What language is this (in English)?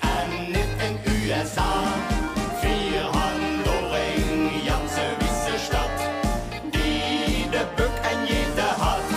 Limburgish